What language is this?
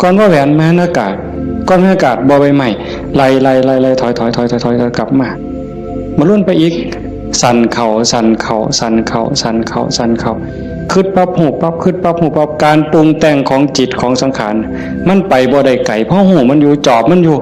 Northeastern Thai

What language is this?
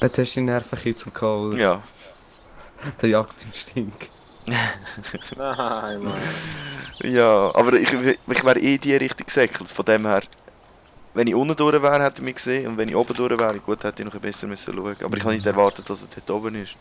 Swiss German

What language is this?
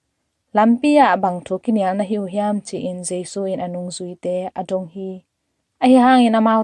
Tedim Chin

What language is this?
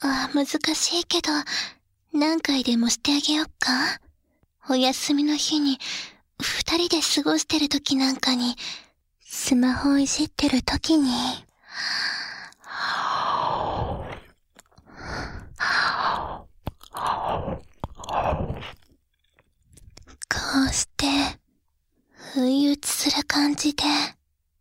Japanese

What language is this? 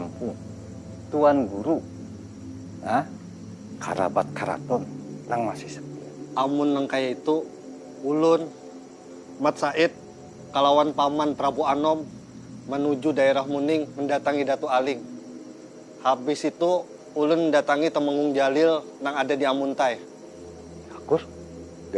Banjar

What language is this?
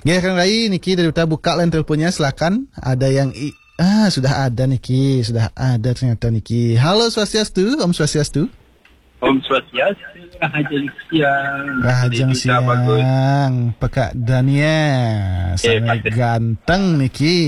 Balinese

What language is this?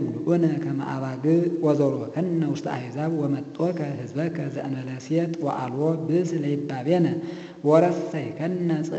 Geez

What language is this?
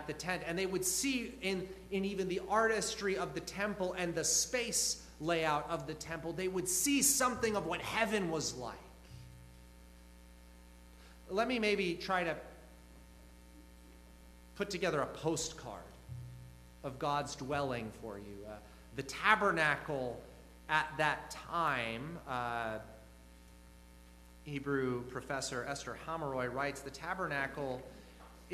English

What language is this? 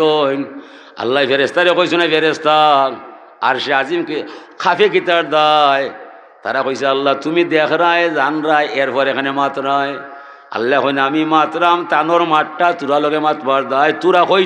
Sylheti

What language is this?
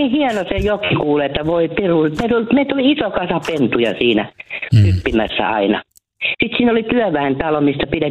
Finnish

